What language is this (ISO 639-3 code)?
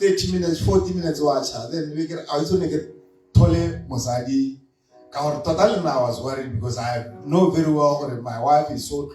tsn